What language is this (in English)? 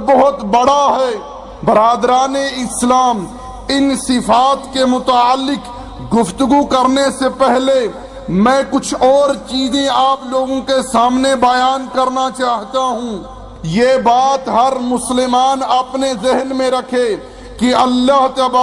Urdu